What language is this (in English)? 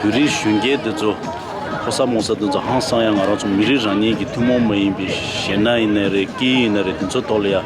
Tibetan